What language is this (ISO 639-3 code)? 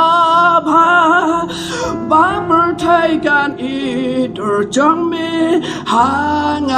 kha